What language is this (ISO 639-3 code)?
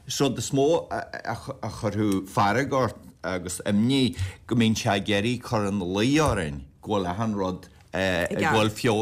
gle